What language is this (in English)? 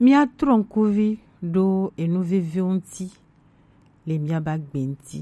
Gen